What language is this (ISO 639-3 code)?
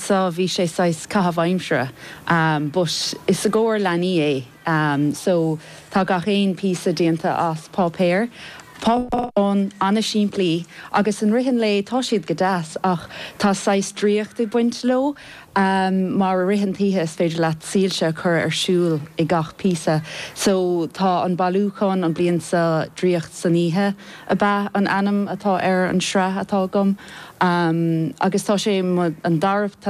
gle